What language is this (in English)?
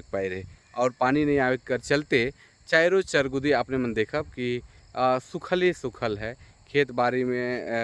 Sadri